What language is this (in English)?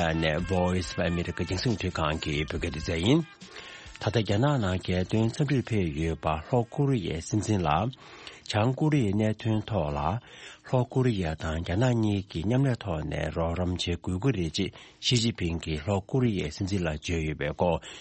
Tibetan